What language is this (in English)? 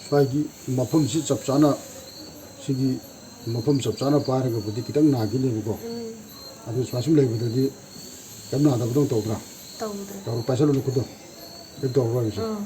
Manipuri